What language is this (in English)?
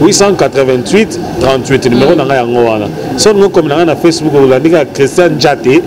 Lingala